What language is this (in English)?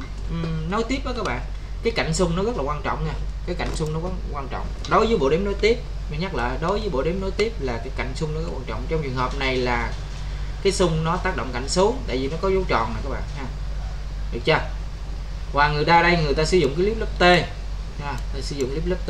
Vietnamese